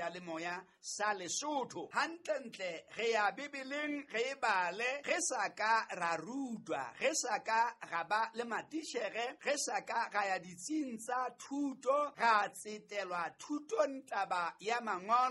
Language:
Southern Sotho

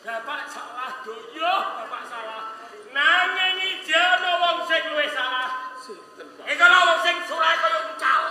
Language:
Javanese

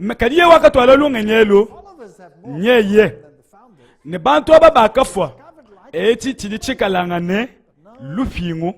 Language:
Luba-Lulua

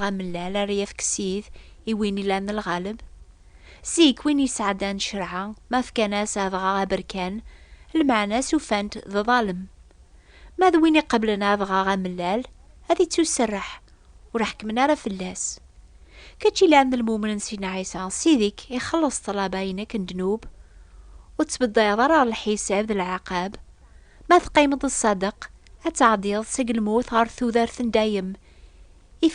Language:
Kabyle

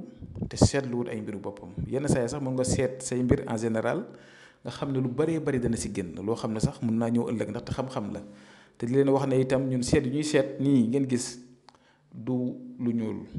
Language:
Wolof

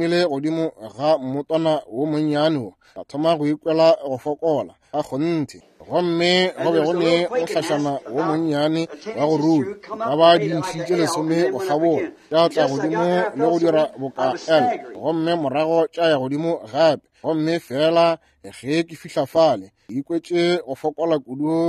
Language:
Northern Sotho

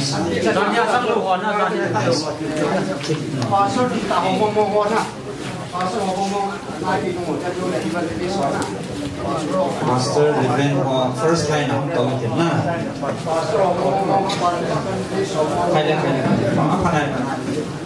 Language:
Vietnamese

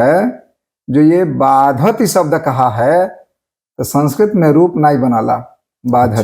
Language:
Bhojpuri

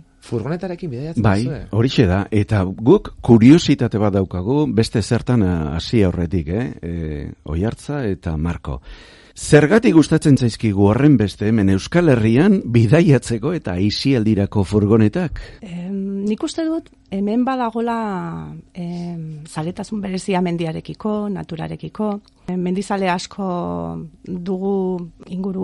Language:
Basque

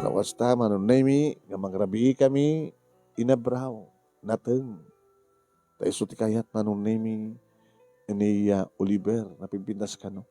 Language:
Iloko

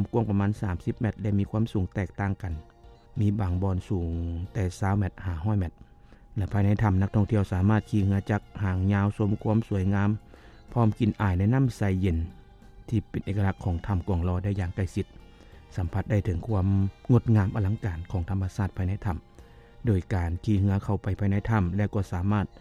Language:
Lao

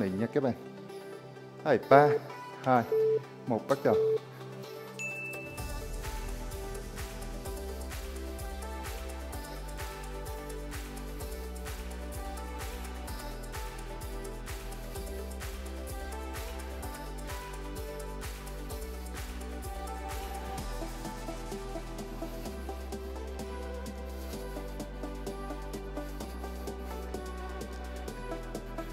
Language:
Vietnamese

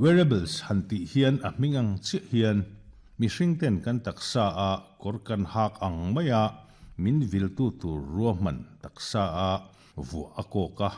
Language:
Mizo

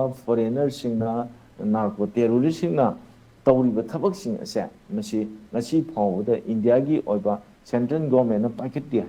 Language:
Manipuri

